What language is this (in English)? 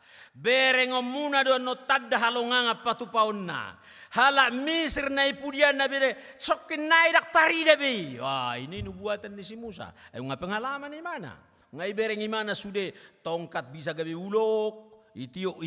Batak Toba